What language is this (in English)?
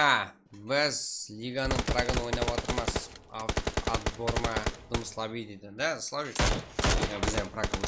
Kara-Kalpak